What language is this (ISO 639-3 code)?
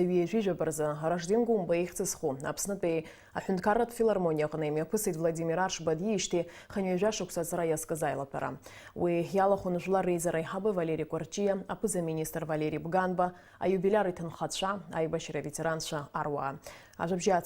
abk